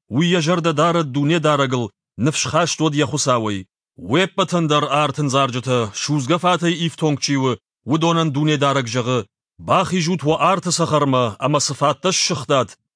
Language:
Ossetic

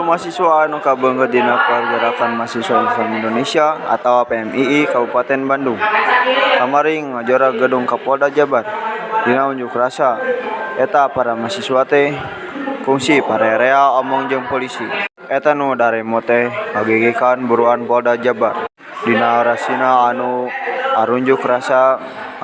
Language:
Sundanese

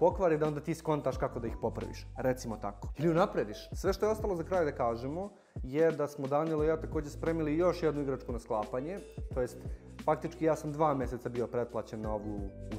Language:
Serbian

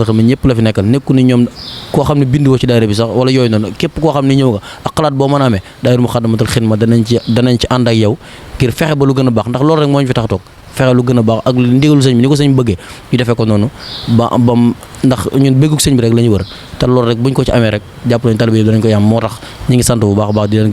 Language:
Wolof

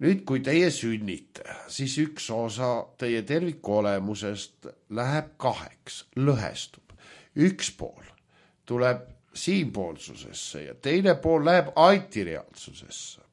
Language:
Estonian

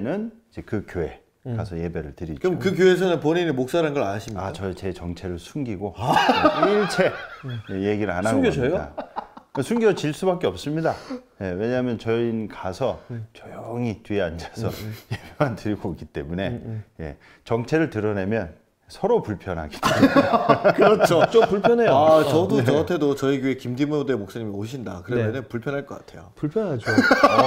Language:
Korean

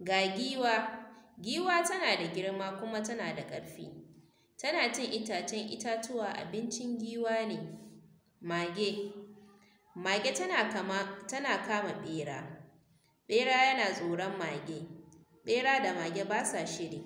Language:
Hausa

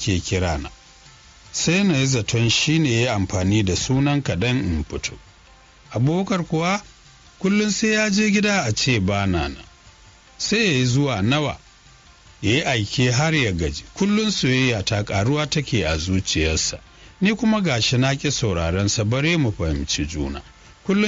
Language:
Hausa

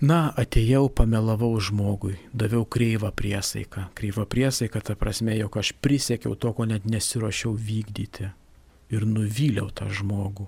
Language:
Lithuanian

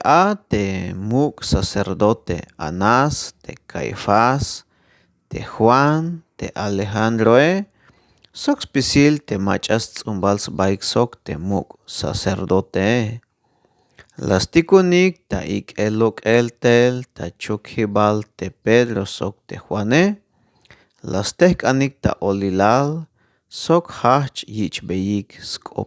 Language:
Tzeltal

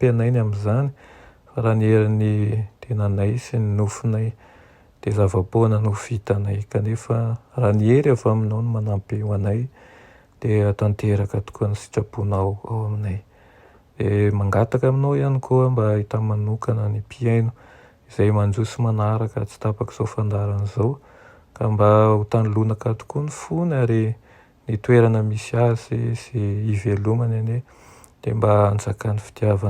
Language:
Malagasy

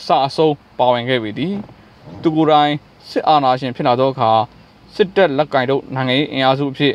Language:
Burmese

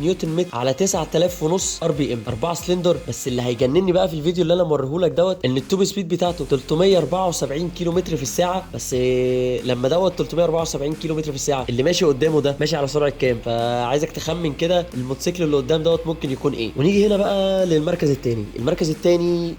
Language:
Egyptian Arabic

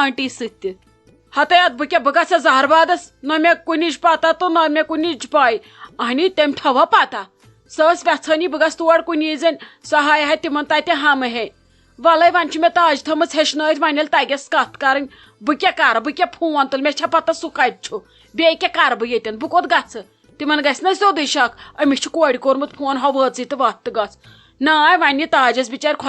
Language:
Kashmiri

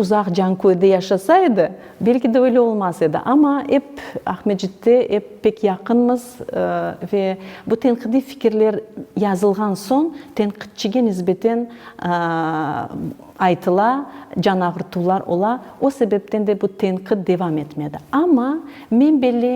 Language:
Crimean Tatar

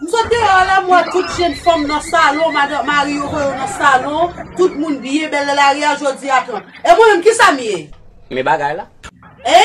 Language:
Haitian Creole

